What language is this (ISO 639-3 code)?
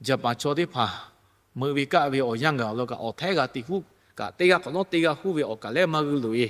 lhu